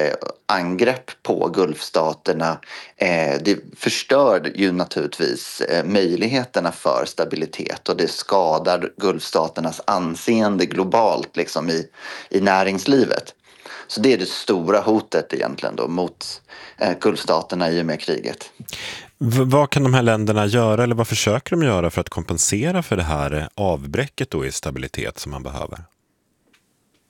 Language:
Swedish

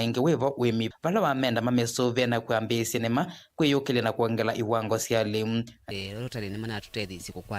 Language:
Kamba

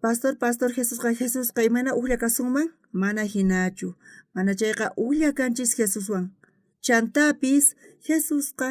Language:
South Bolivian Quechua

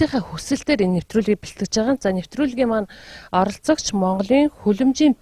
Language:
Mongolian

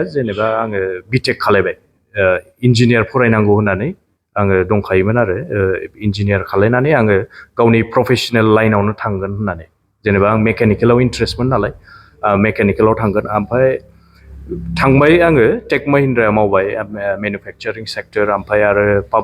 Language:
Bodo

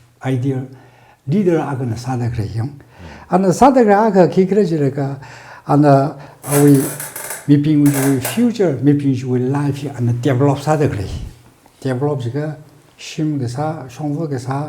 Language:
Tangkhul Naga (India)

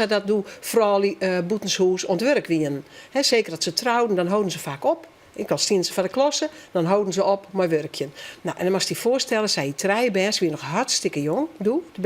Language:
Western Frisian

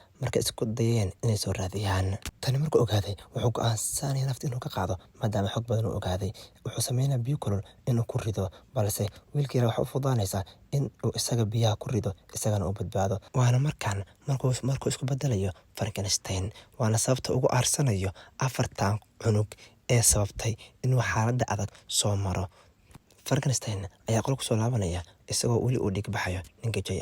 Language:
Somali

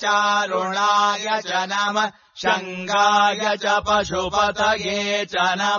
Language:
Sanskrit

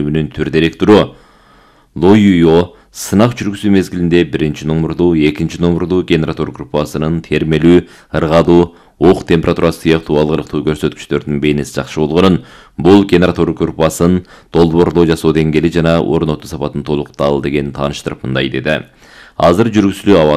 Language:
Kyrgyz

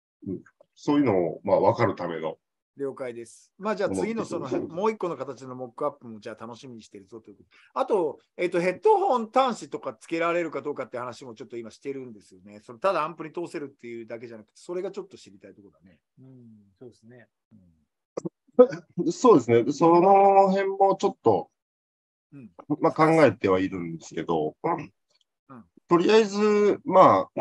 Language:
Japanese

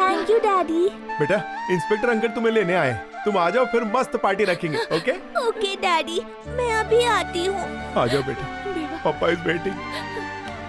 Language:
Hindi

